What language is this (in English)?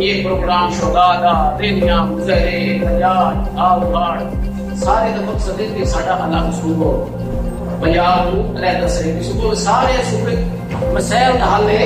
Saraiki